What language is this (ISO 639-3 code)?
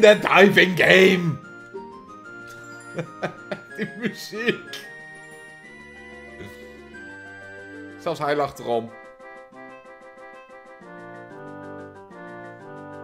nld